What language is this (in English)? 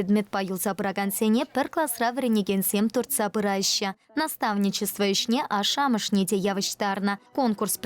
Chuvash